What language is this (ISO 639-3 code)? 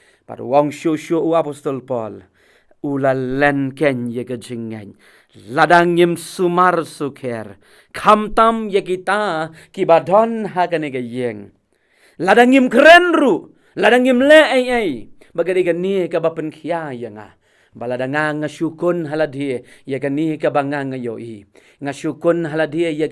kha